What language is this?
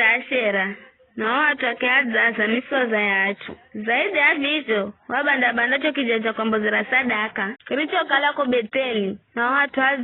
Giryama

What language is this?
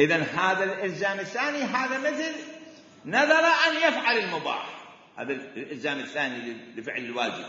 Mesopotamian Arabic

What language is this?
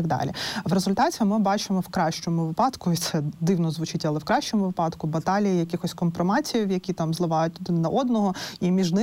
Ukrainian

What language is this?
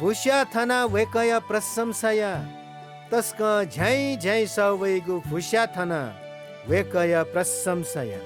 Newari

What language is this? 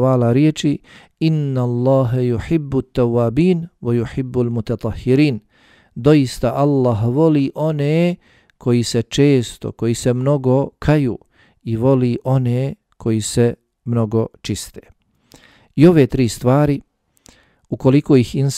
Bosnian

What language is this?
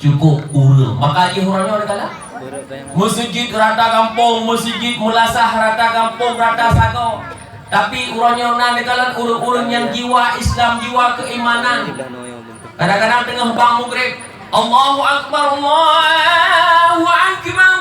Achinese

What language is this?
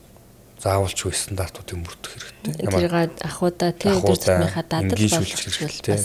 Mongolian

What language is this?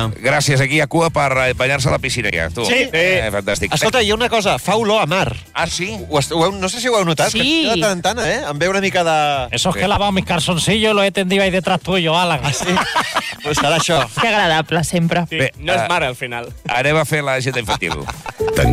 Catalan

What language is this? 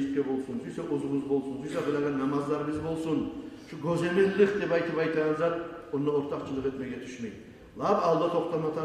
Kumyk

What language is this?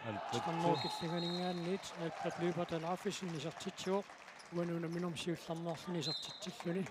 Kalaallisut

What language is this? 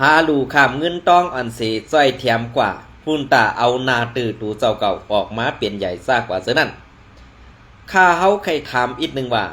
Shan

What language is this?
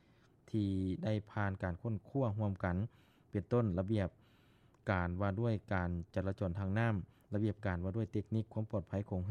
Lao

